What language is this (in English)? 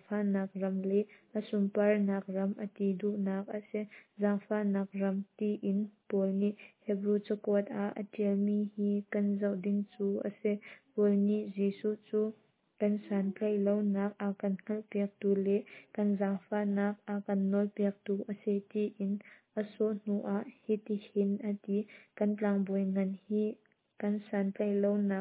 Hakha Chin